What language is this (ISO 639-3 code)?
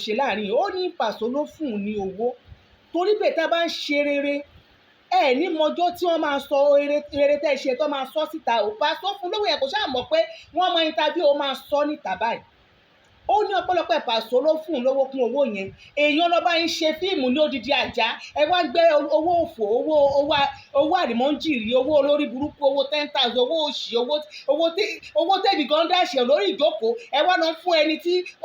yor